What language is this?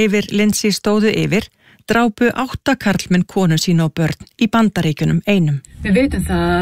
Icelandic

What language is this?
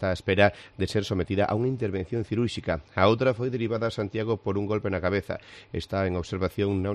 Galician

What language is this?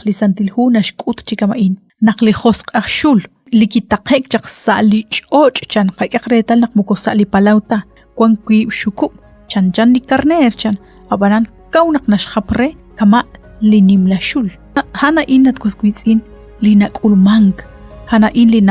Kekchí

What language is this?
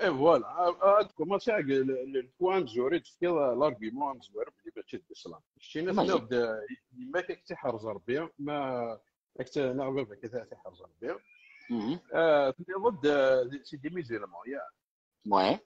Kabyle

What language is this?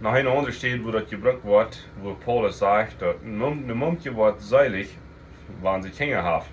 Plautdietsch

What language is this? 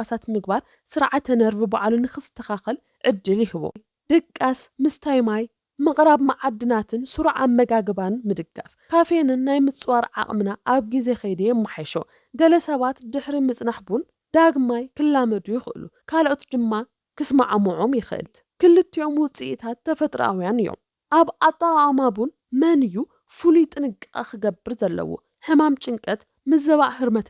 Tigrinya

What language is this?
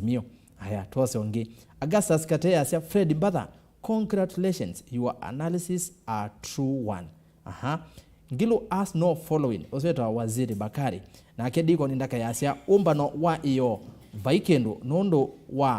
Kamba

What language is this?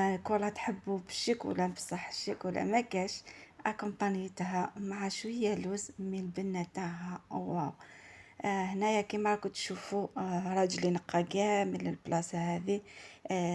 Algerian Arabic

